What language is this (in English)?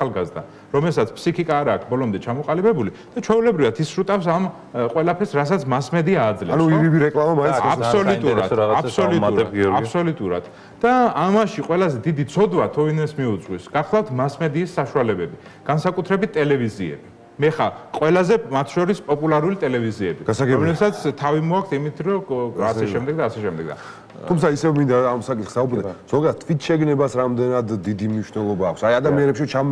Georgian